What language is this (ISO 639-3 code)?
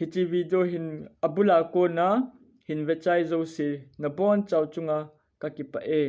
tcz